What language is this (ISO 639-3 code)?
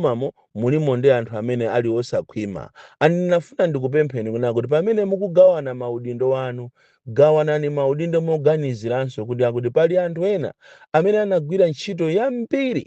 nya